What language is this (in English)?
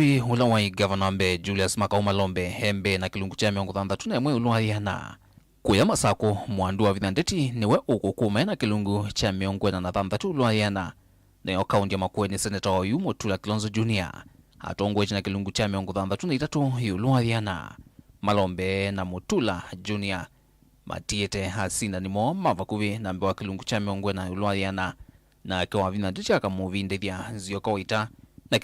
Kamba